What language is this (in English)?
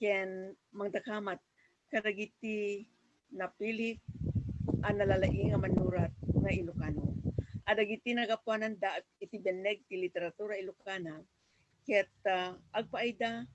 Iloko